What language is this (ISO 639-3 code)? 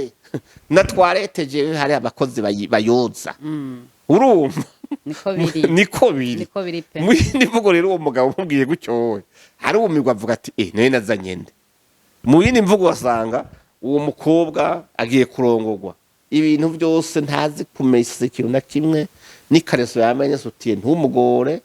run